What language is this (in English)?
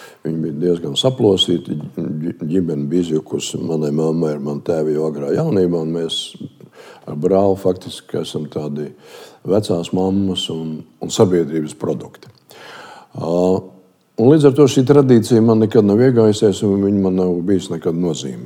Latvian